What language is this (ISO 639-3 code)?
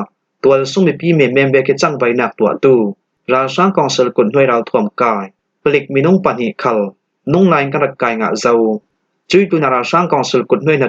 cfm